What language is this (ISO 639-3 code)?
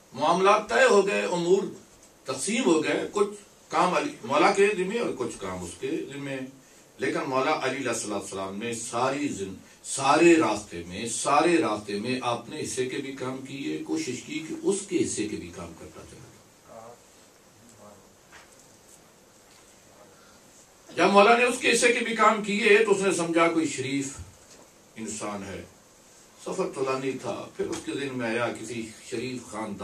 urd